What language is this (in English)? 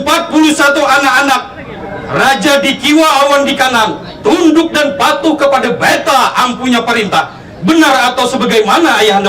Banjar